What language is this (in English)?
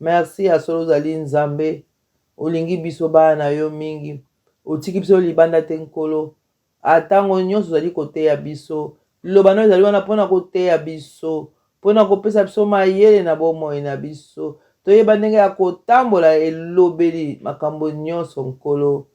Lingala